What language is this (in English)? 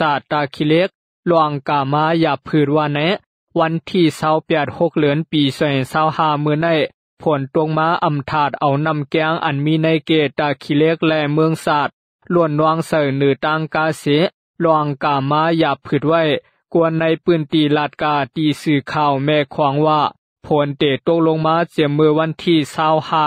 Lao